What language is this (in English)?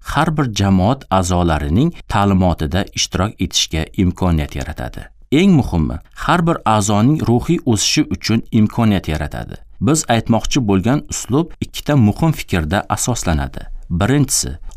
Uzbek